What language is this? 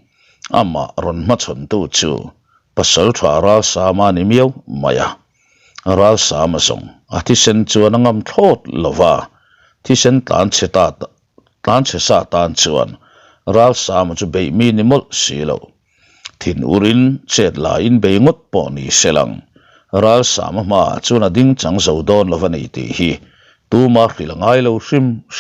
Mizo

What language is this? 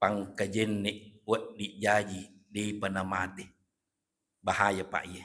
Buginese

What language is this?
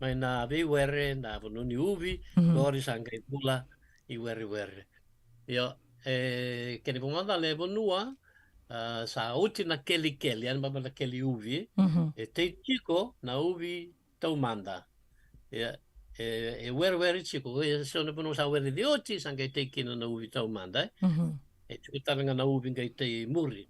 Fijian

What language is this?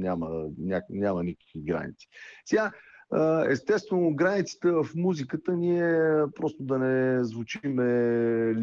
Bulgarian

